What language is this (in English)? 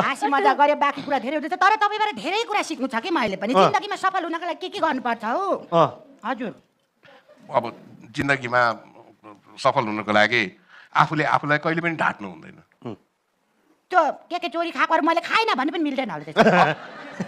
Nepali